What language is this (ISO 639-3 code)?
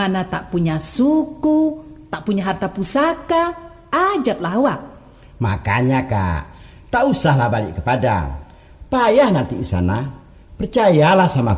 min